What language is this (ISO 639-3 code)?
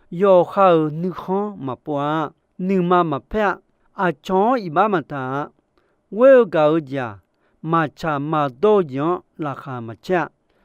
ahk